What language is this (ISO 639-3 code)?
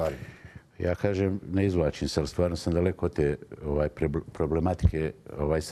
bos